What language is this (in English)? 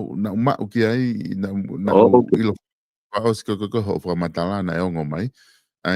Tongan